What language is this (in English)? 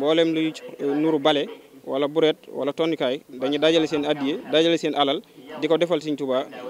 Wolof